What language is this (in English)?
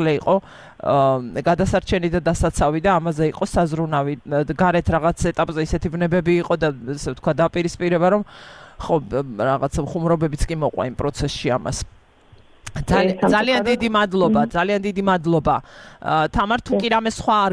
Georgian